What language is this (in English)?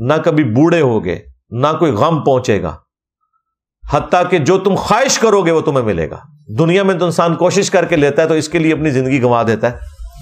Urdu